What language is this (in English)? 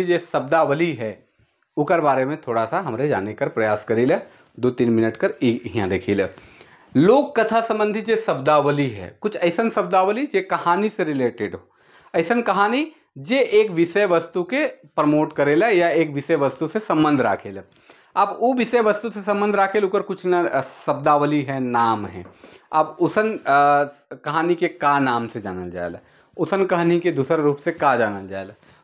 Sadri